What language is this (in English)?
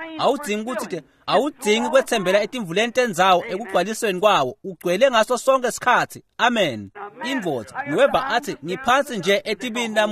Swati